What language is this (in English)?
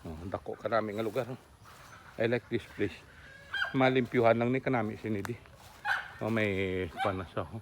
Hiligaynon